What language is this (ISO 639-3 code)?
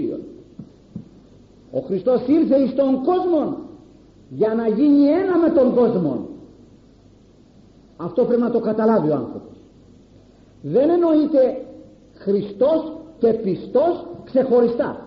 ell